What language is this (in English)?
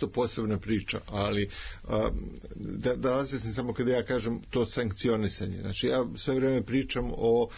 Serbian